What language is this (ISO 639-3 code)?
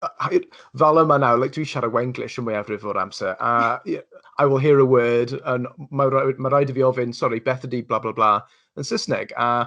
cym